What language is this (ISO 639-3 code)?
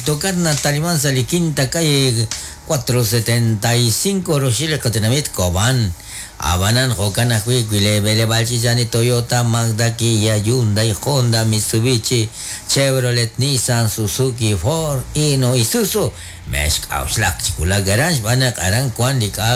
kek